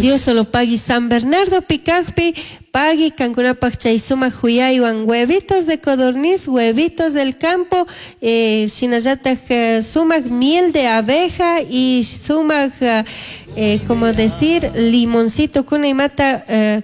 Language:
Chimborazo Highland Quichua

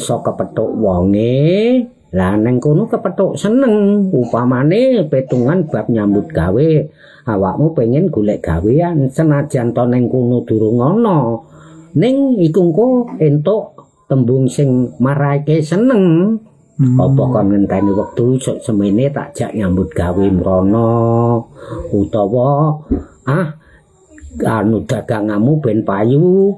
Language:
Javanese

